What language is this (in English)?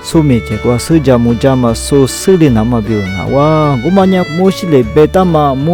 Lisu